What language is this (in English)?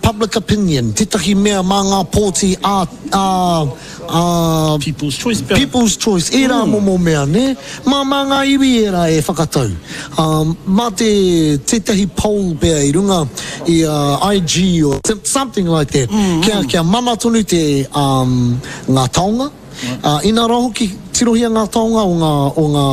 Māori